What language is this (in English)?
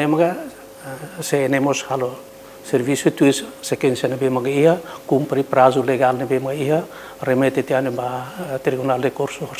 Tetum